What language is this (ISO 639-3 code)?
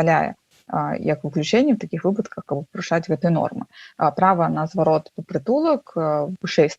bel